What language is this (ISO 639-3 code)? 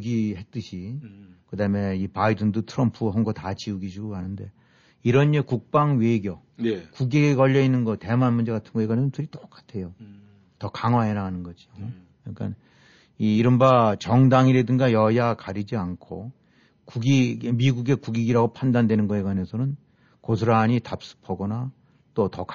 kor